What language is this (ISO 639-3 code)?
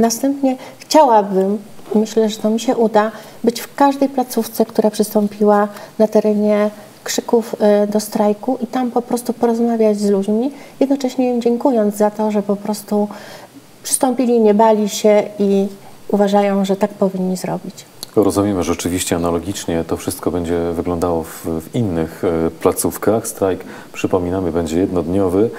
pol